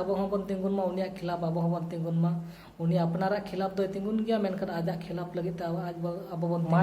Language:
Santali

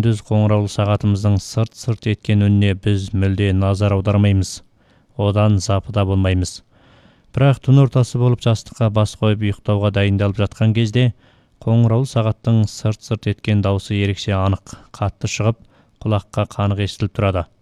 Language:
Kazakh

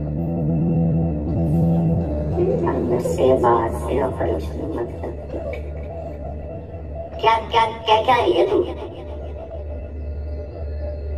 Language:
Hindi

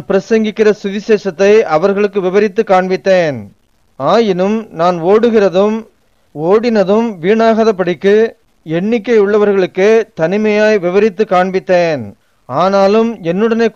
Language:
Tamil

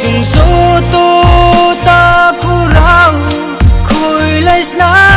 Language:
Riang (India)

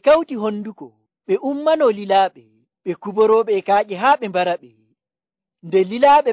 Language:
Nigerian Fulfulde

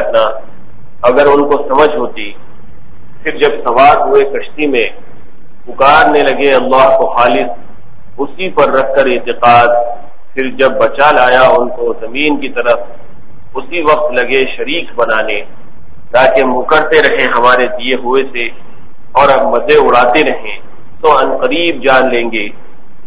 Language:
Urdu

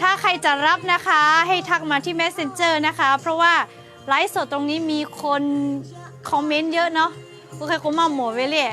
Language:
Lahu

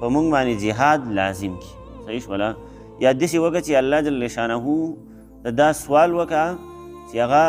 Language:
Pashto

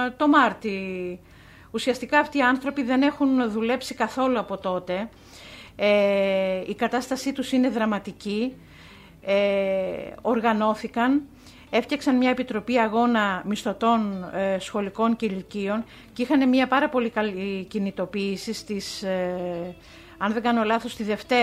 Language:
Greek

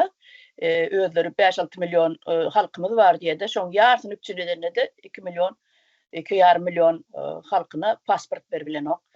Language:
Turkmen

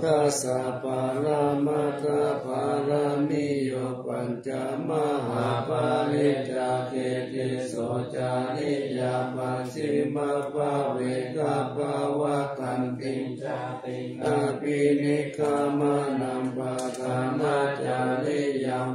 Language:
Pali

